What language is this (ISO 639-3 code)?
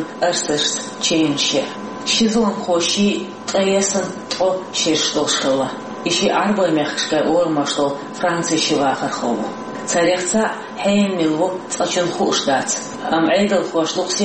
che